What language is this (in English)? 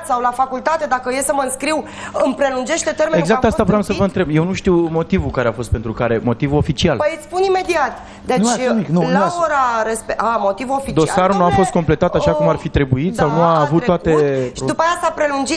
Romanian